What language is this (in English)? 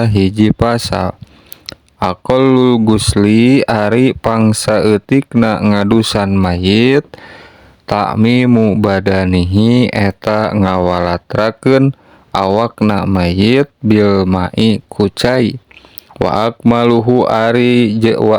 Sundanese